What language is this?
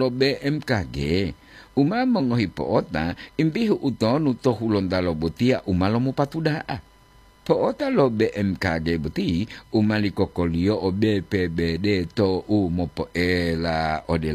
Gorontalo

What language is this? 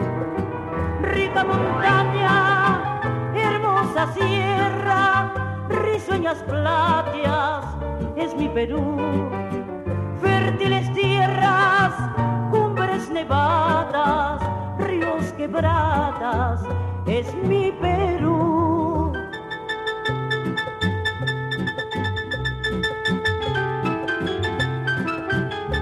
Spanish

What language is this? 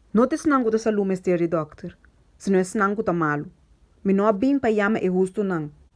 Papiamento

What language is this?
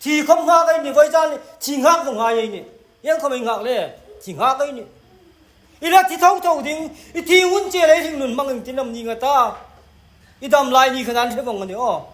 Hmar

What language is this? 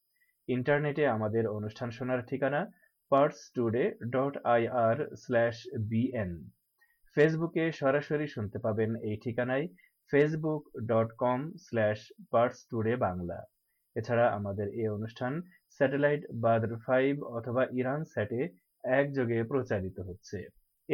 Bangla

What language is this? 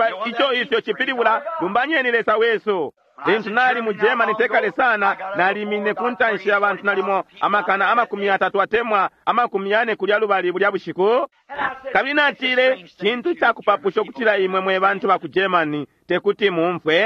Bemba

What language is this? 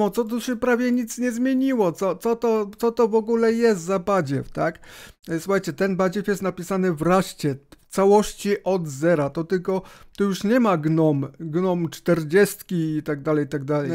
Polish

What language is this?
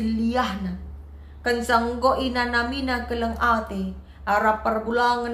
Batak Karo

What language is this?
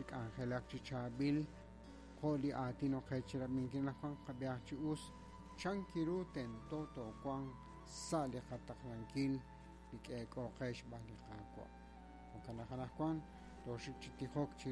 Kekchí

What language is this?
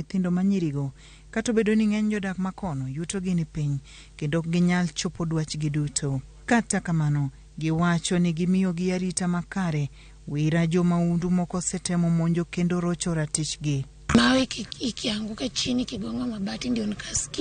Luo (Kenya and Tanzania)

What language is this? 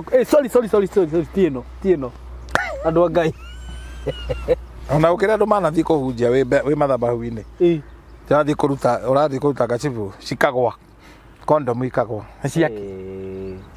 Kikuyu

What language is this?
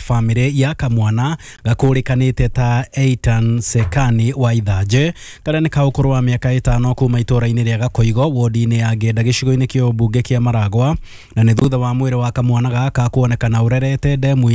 Kikuyu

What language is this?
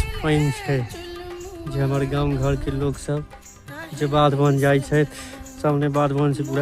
Maithili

